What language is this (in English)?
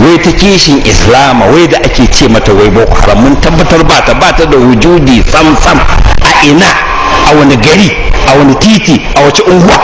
Hausa